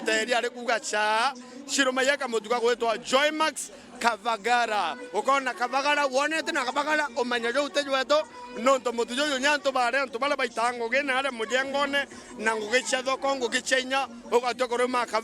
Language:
Meru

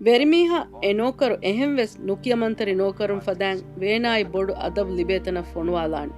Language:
Divehi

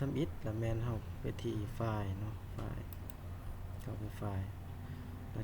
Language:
Lao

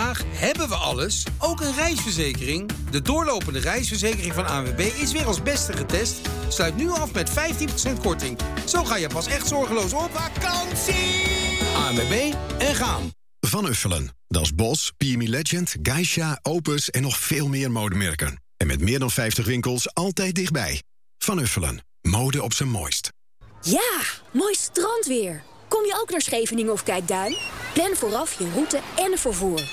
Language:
Dutch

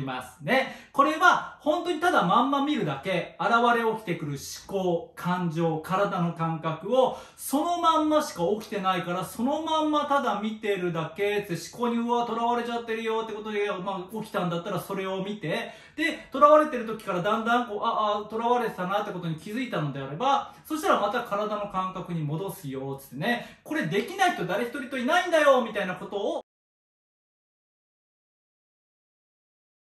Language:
Japanese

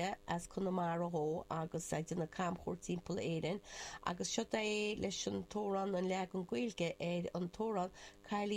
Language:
Irish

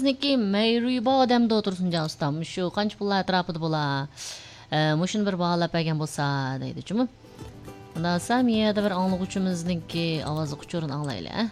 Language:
Uyghur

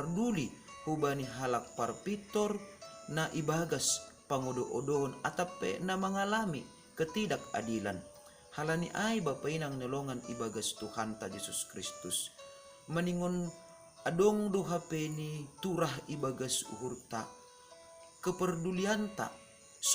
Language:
Batak Simalungun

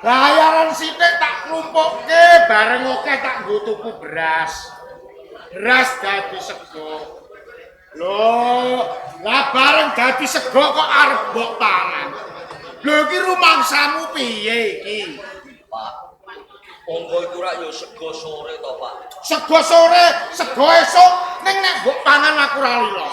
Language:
Javanese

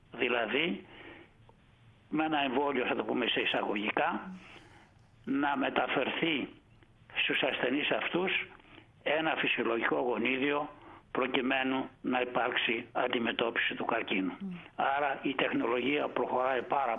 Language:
Greek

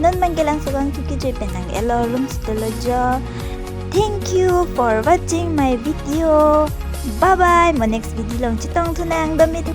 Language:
Karbi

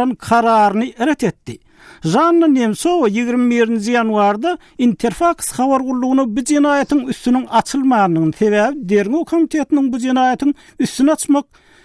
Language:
Turkmen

